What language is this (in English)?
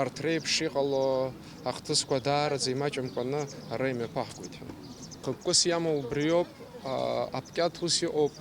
Abkhazian